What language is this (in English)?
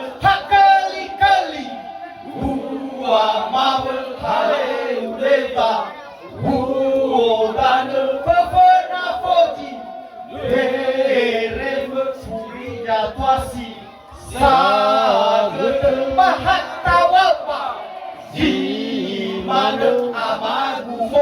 Nias